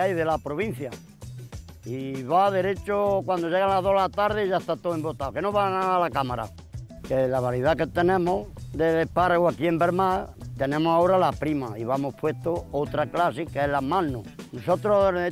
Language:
Spanish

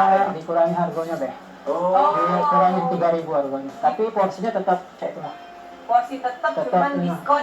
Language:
Musi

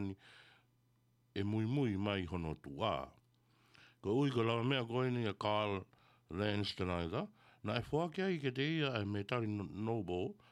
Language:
Tongan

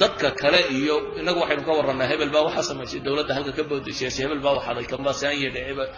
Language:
Somali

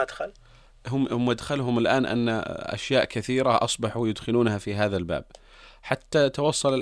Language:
Arabic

